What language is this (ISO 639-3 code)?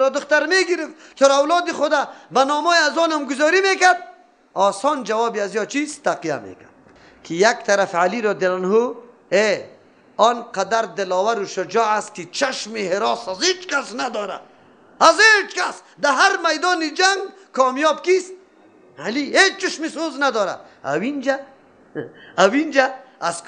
fas